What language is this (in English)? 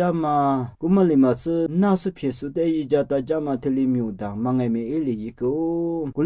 Lisu